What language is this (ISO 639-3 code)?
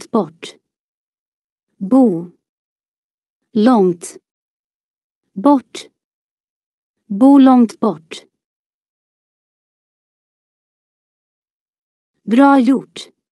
swe